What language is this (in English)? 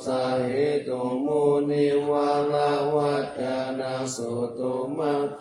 Pali